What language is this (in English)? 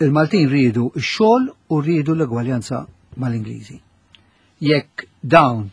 Maltese